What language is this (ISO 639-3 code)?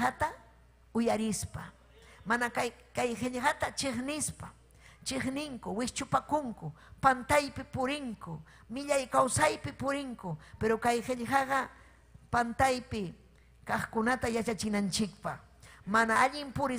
quy